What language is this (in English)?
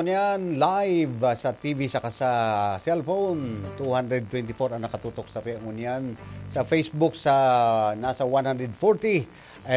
Bikol